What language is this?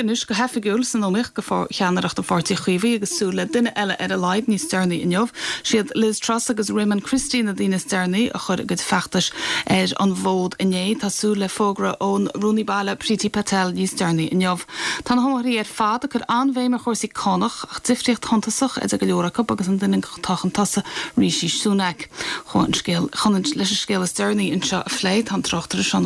Irish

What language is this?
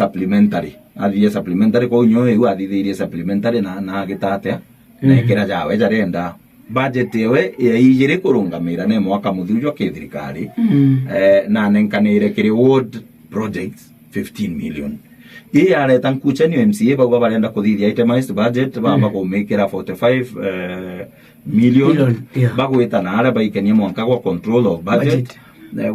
Meru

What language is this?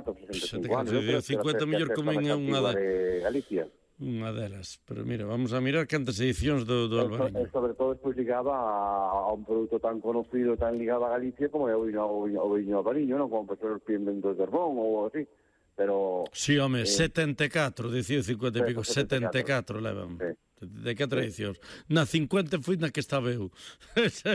Galician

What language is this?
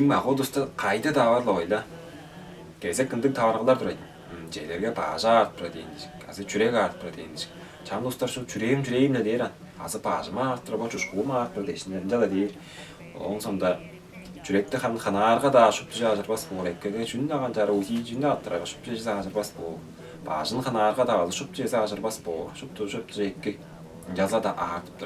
Tuvinian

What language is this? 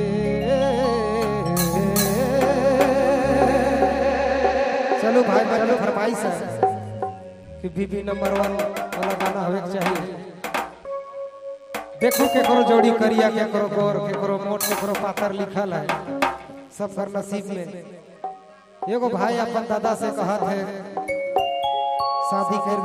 Bhojpuri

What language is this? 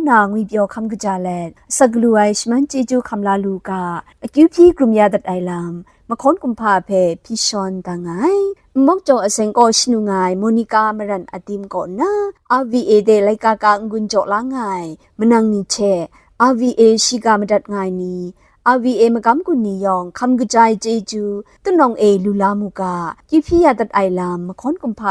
Kachin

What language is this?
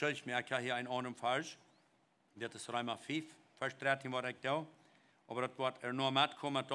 Plautdietsch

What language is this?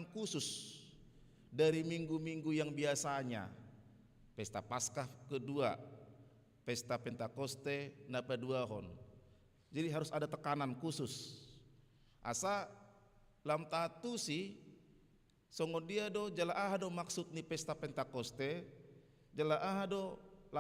Batak Toba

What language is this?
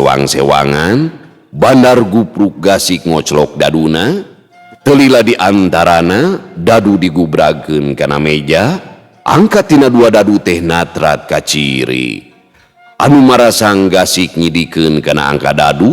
Sundanese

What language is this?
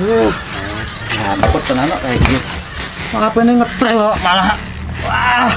Banjar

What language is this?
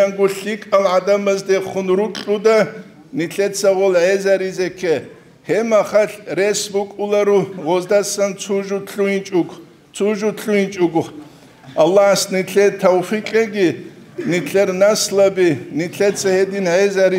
Avaric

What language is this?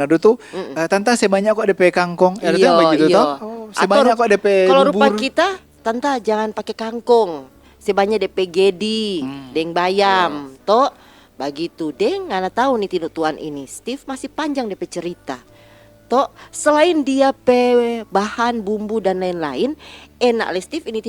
Manado Malay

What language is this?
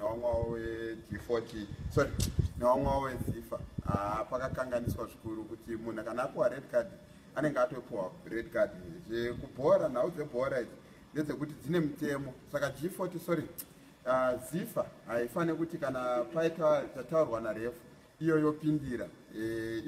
Shona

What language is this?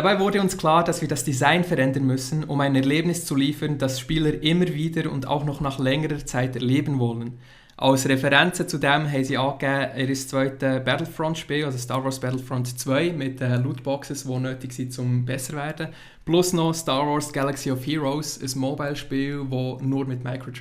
Swiss German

